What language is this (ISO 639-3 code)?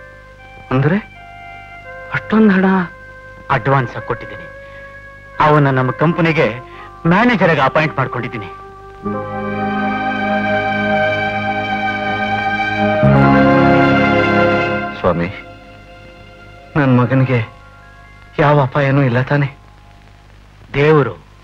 kan